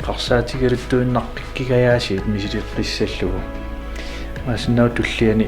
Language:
Kalaallisut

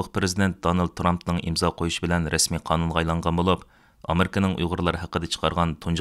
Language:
Uyghur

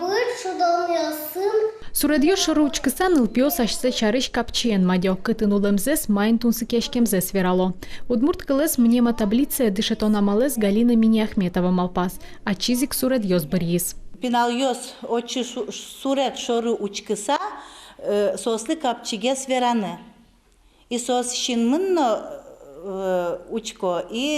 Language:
Udmurt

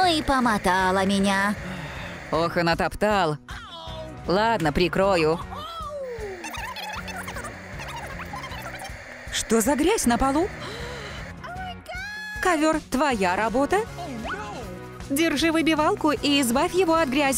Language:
Russian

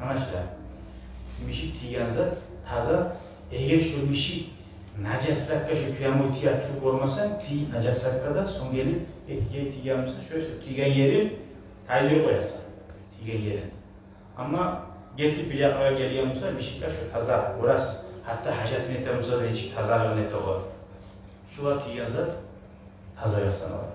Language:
Kumyk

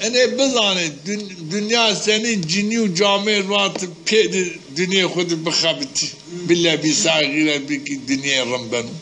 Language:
Zaza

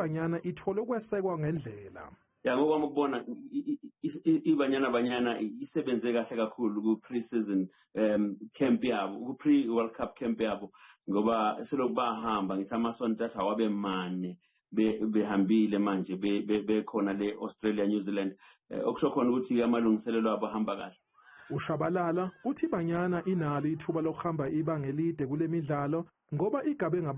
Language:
Zulu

